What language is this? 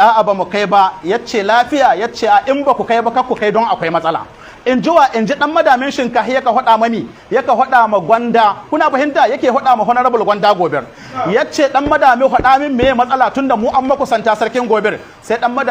Hausa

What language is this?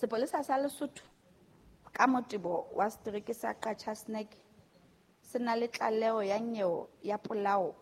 Southern Sotho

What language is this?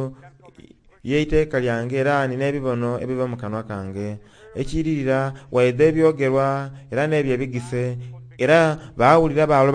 Soga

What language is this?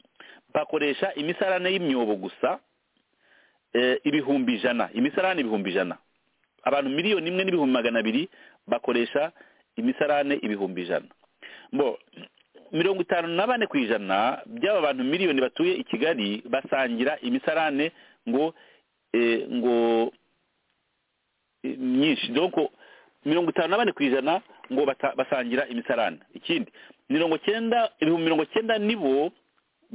Kinyarwanda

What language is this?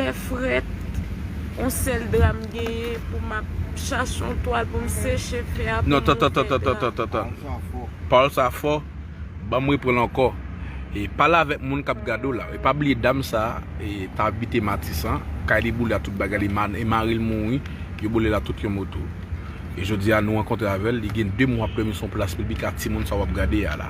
Haitian Creole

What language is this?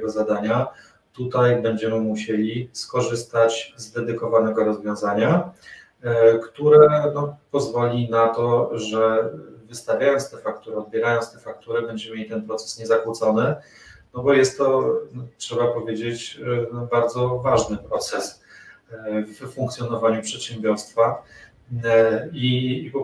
Polish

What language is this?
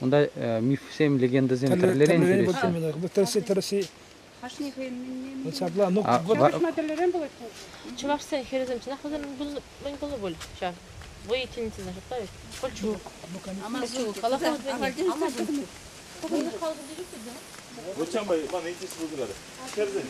Chuvash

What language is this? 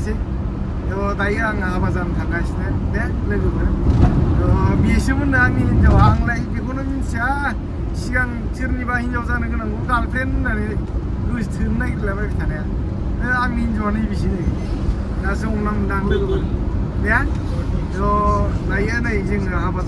Bodo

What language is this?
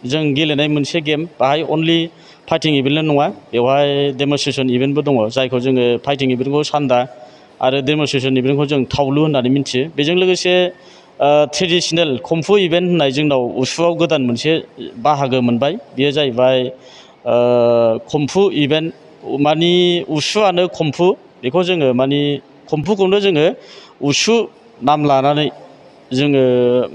Bodo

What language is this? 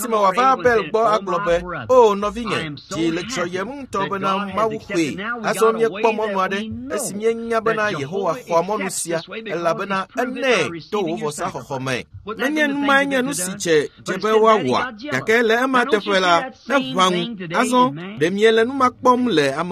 Ewe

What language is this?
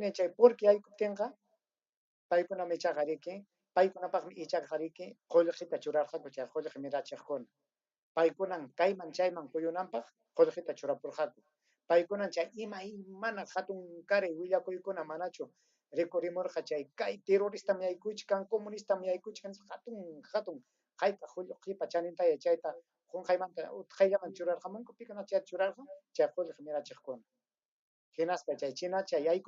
Ayacucho Quechua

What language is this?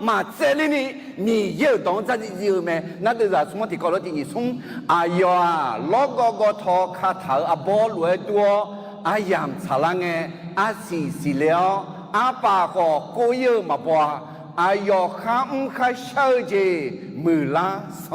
Akha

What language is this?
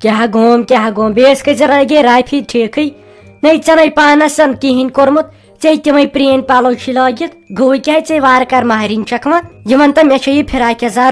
Kashmiri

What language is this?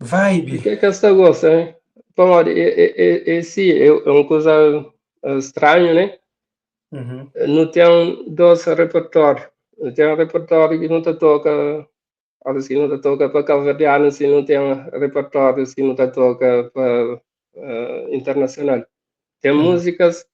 Kabuverdianu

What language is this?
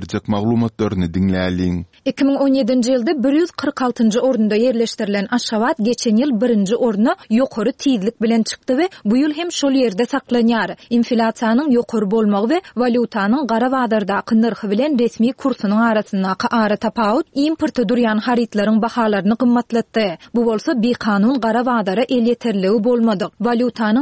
Turkmen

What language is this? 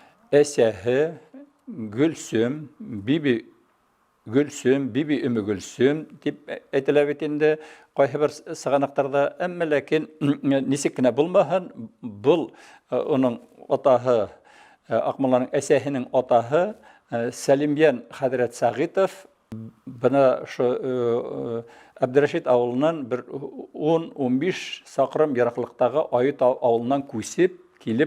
Bashkir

